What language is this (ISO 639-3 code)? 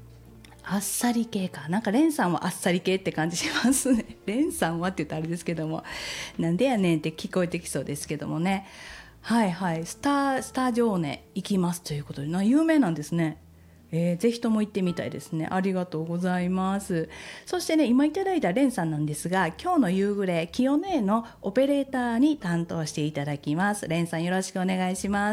jpn